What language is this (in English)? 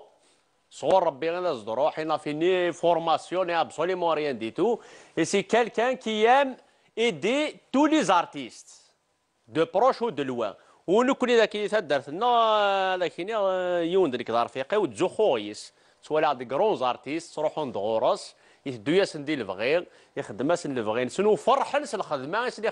Kabyle